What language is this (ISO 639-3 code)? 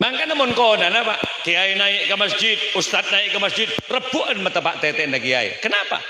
mad